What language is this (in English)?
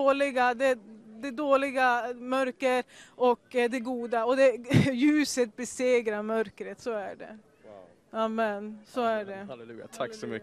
Swedish